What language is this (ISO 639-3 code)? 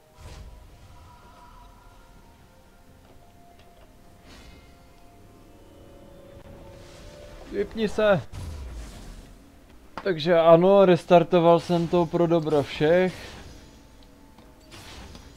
ces